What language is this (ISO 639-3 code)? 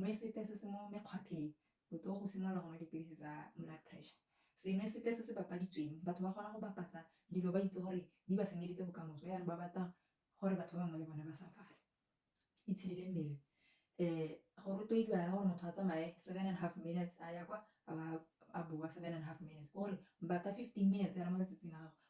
tsn